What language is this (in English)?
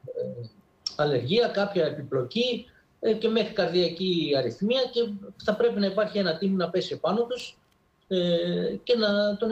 Greek